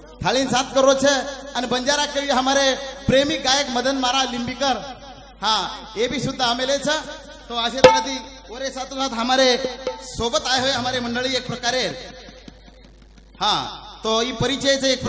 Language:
Lambadi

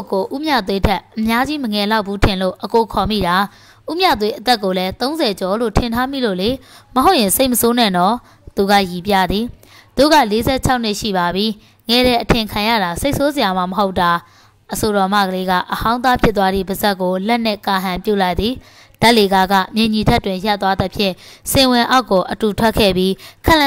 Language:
Burmese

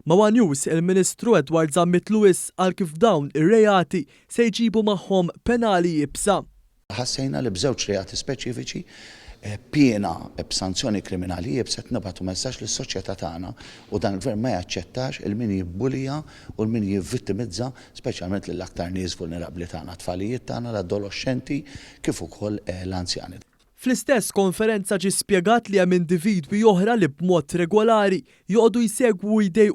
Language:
Maltese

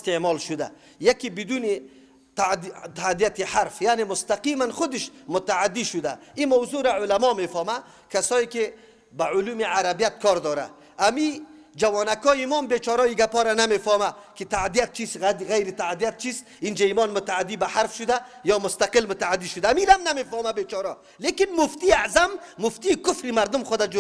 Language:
Persian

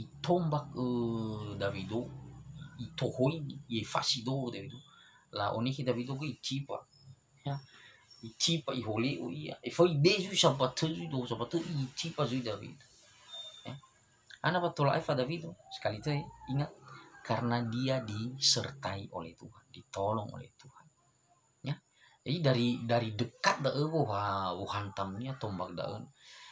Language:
Nias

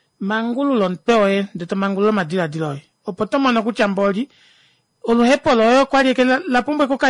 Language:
Kuanyama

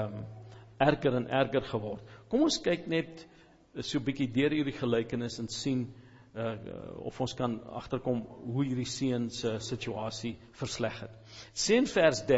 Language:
Afrikaans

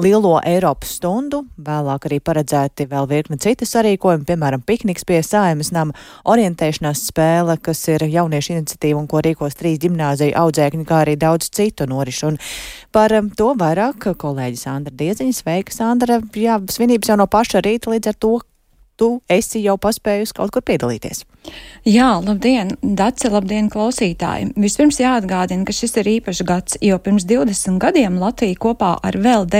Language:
Latvian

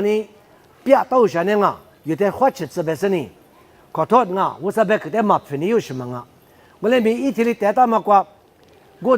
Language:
Lisu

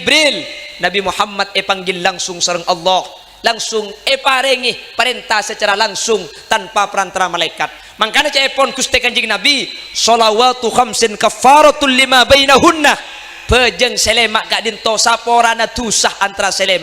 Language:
Madurese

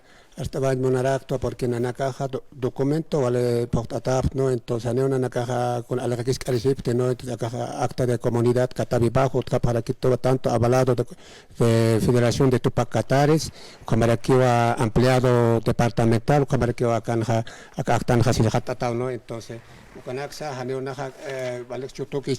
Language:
Aymara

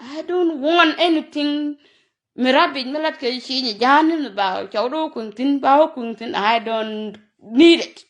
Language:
Nuer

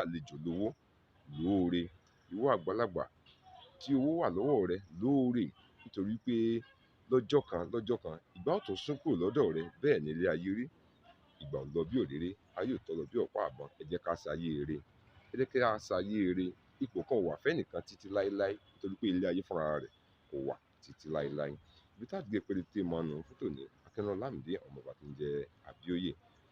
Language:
Yoruba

